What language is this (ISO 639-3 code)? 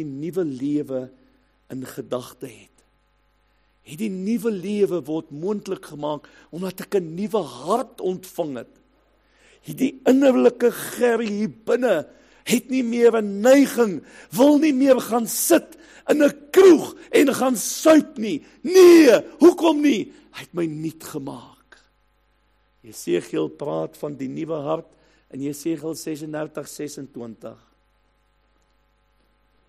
afr